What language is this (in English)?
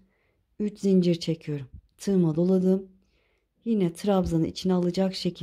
Turkish